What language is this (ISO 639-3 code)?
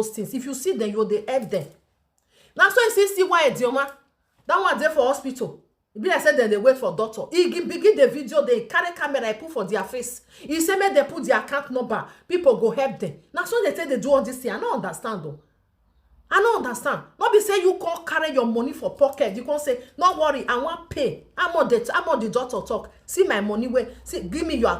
pcm